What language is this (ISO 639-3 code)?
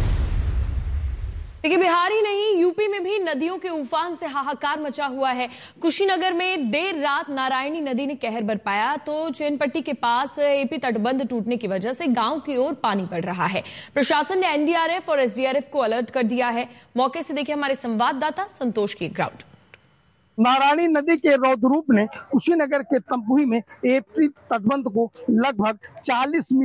hin